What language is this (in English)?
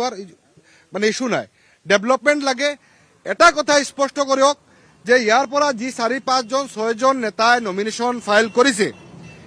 Assamese